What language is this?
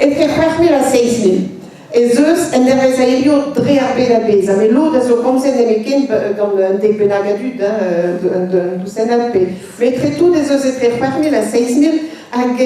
Breton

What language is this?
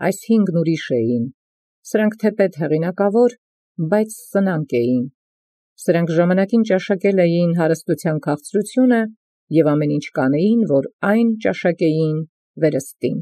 Armenian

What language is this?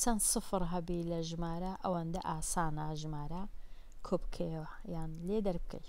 Central Kurdish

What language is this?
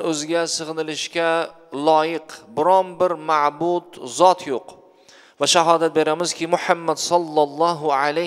Uzbek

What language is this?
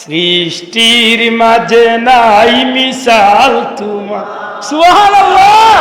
Sylheti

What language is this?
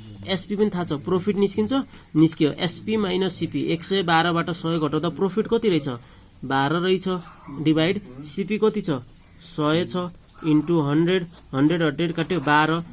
Nepali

